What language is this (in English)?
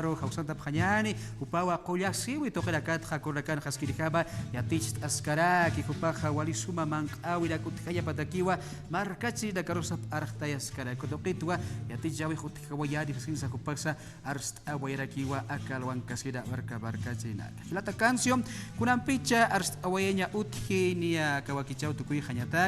Aymara